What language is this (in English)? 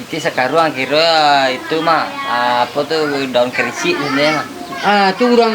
Minangkabau